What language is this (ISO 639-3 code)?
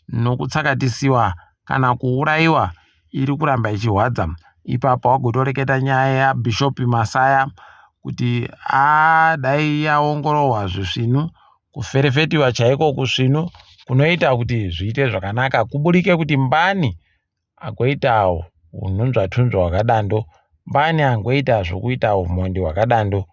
ndc